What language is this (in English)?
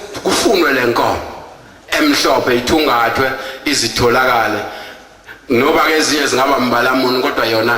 Zulu